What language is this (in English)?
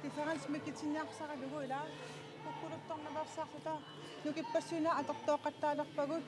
Kalaallisut